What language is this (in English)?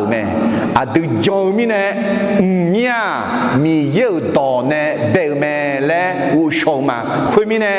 Akha